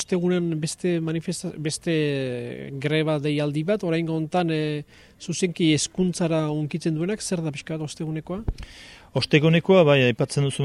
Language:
Basque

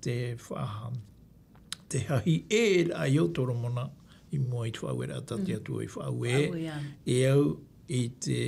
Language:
Tahitian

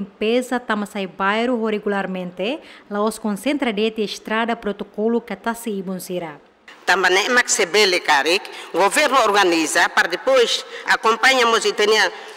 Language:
Tetum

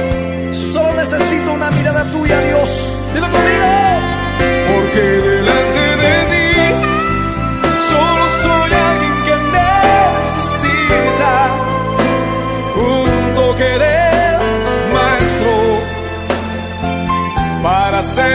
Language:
Spanish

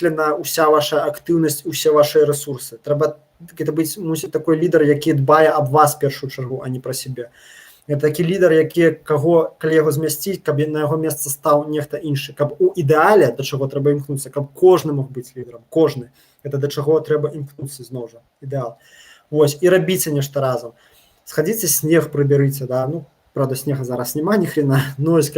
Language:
Belarusian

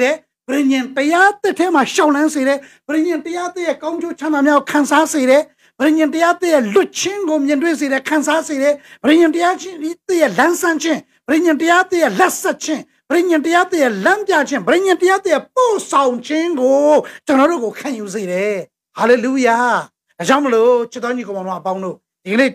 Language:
Burmese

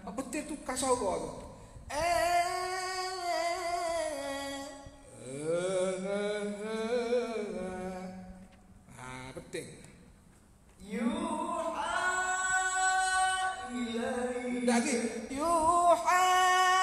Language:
Malay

